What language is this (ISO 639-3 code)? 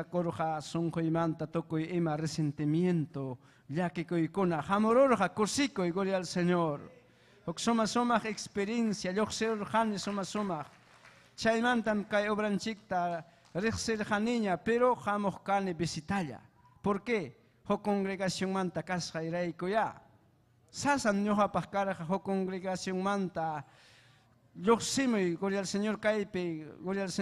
quy